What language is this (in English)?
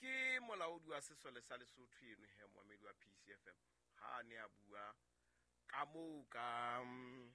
Southern Sotho